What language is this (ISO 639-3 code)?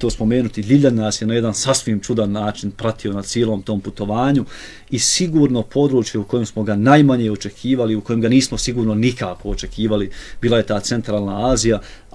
bos